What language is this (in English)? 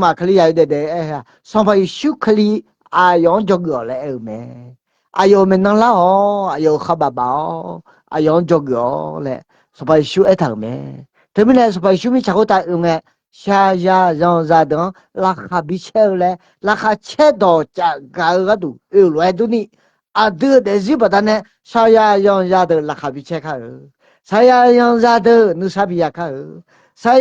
Akha